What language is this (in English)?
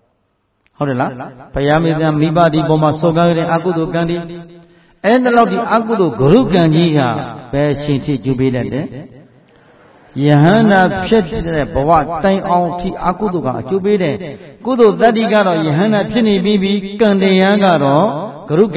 Burmese